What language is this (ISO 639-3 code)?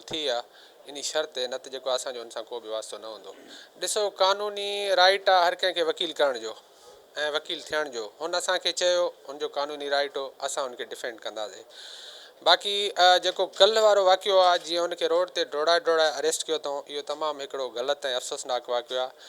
snd